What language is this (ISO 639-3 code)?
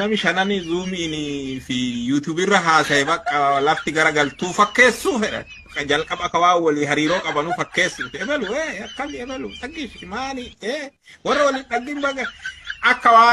orm